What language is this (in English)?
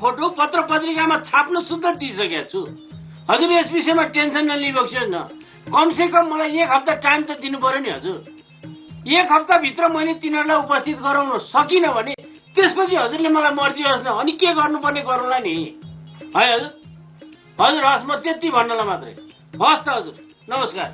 Nepali